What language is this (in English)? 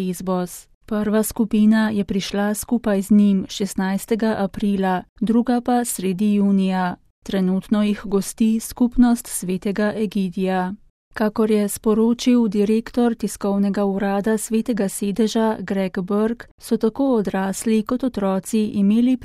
Slovenian